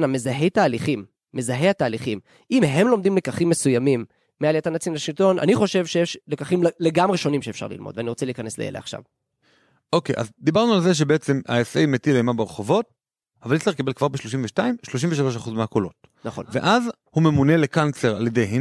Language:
Hebrew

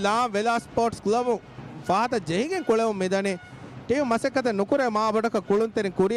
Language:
Divehi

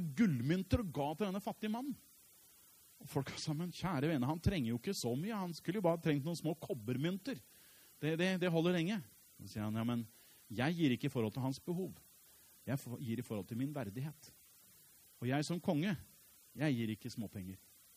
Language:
Norwegian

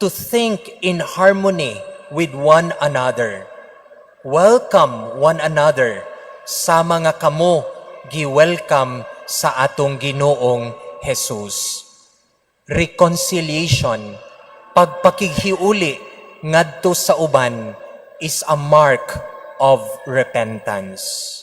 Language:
Cebuano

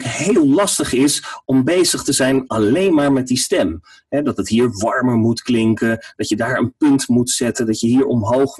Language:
Dutch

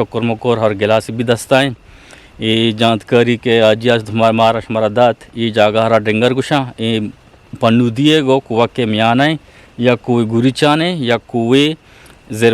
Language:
Eastern Balochi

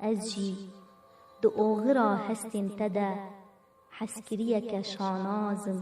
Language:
Kurdish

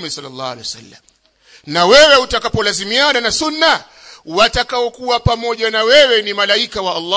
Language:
Swahili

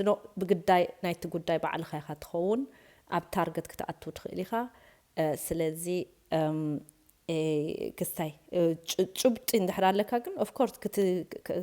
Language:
Tigrinya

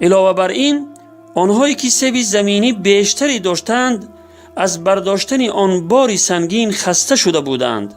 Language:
Tajik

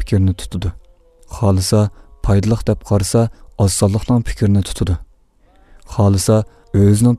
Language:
Uyghur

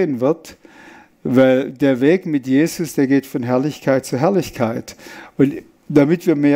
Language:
Swiss German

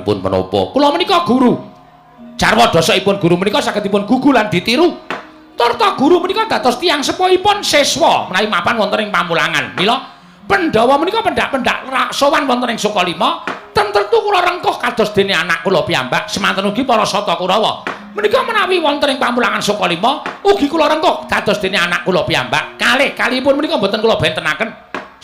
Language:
Javanese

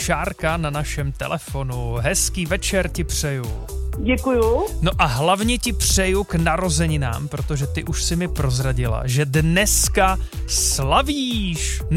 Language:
Czech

